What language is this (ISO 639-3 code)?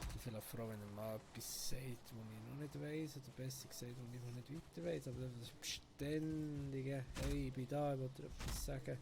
gsw